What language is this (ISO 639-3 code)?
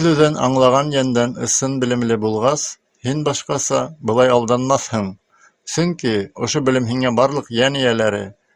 bak